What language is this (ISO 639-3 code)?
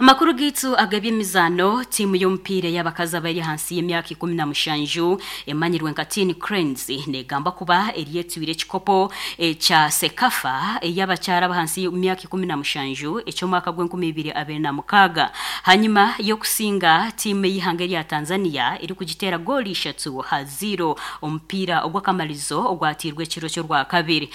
nyn